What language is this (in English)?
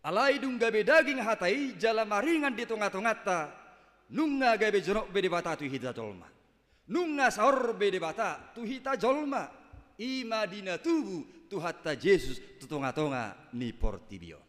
Batak Toba